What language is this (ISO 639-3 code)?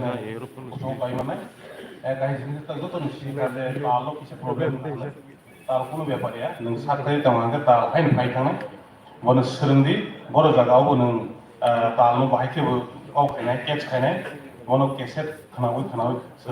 trp